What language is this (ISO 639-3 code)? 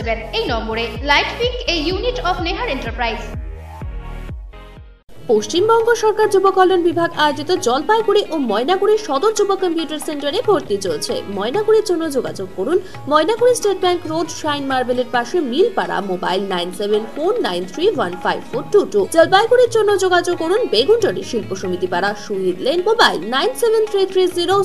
ben